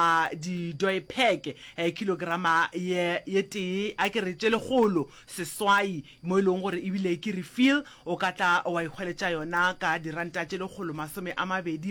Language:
Northern Sotho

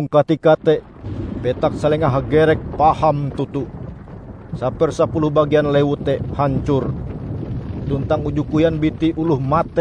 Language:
Ngaju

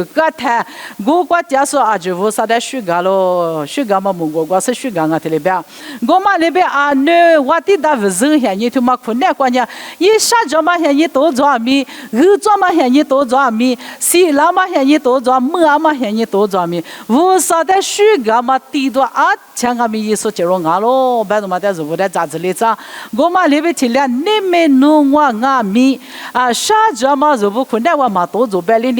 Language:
Lisu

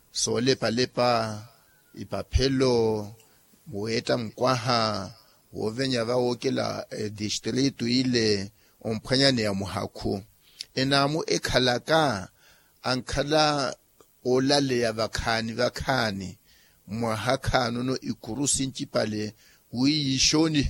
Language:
Makhuwa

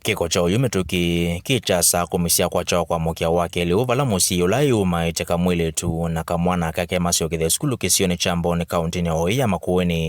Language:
Kamba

